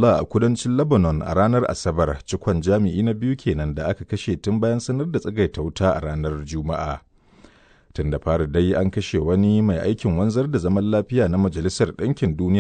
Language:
Hausa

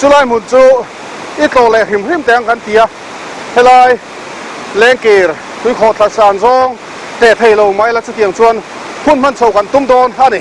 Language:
Mizo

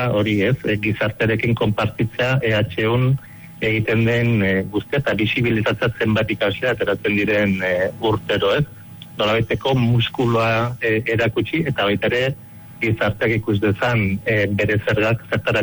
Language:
Basque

